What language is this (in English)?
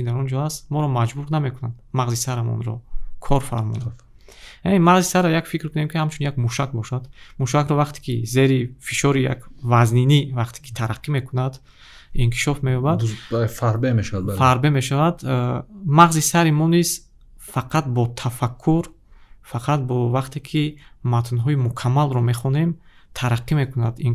Tajik